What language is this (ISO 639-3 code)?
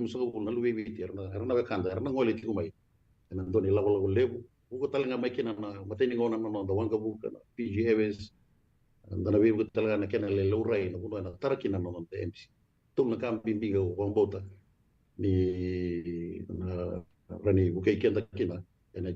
fij